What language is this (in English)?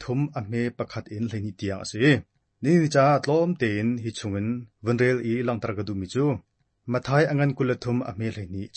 Hakha Chin